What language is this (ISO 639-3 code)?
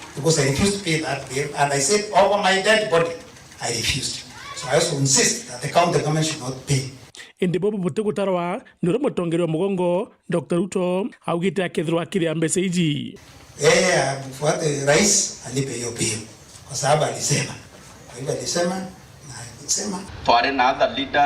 mer